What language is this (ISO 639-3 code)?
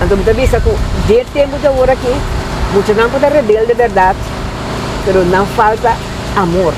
pap